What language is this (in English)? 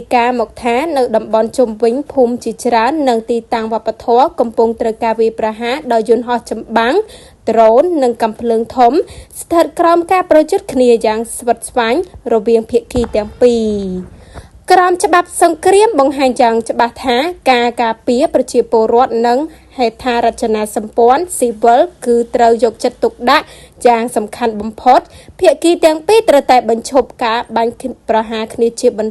Khmer